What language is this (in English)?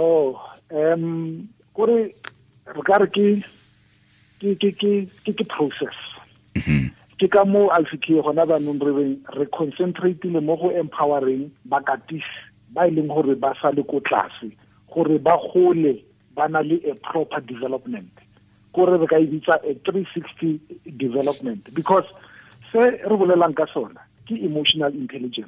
Tswana